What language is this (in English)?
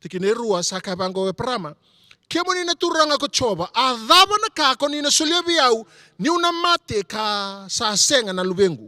Fijian